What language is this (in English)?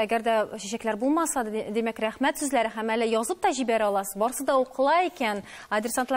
Tatar